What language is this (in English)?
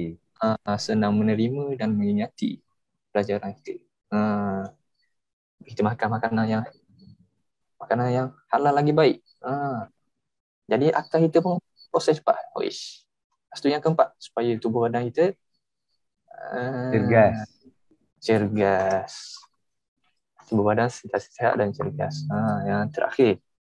Malay